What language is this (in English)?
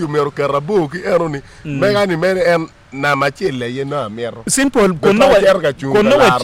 Acoli